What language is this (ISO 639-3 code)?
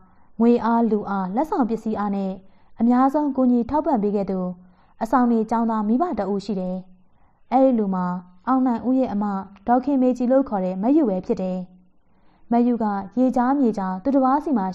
mya